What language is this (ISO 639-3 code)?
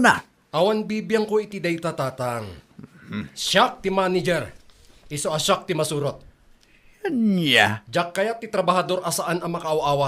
ilo